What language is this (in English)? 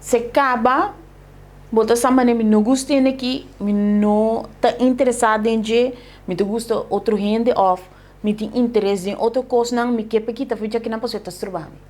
Papiamento